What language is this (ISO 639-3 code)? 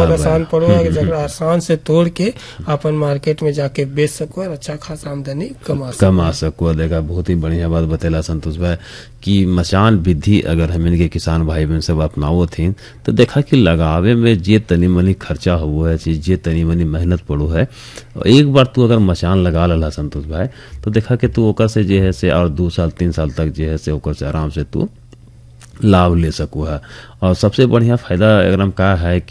bho